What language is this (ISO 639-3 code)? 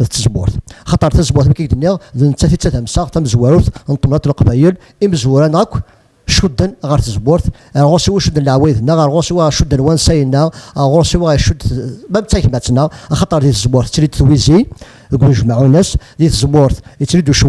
kab